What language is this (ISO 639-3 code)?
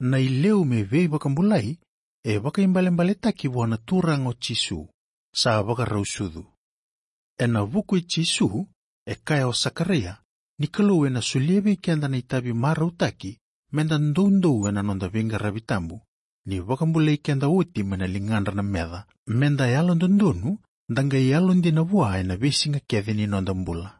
fij